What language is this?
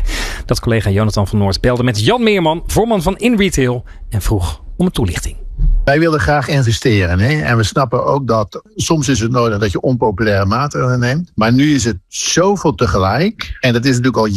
Dutch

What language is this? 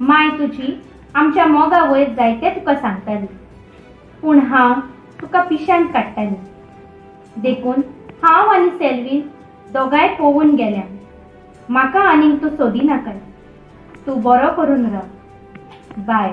Konkani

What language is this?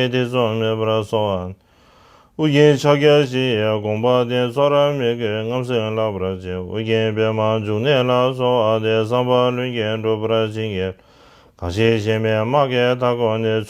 Tibetan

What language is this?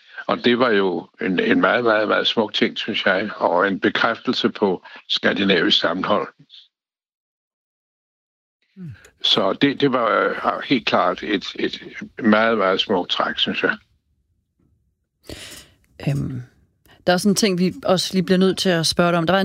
Danish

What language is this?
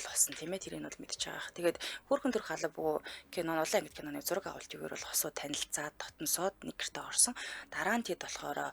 Mongolian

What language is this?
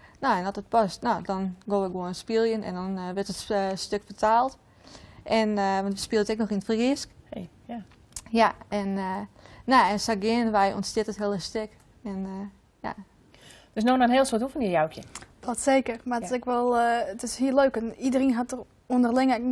Western Frisian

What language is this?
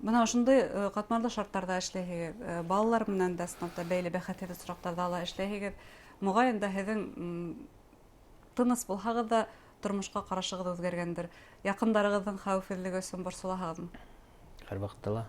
Bashkir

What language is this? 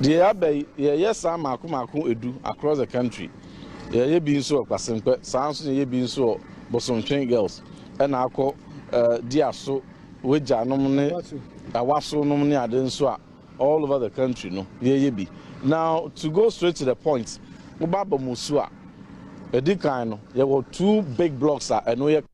Akan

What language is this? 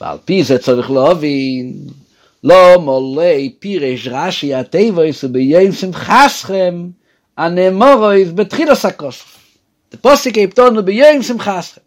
Yiddish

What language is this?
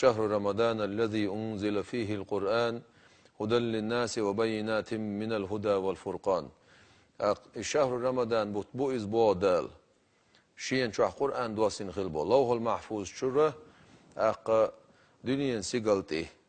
Chechen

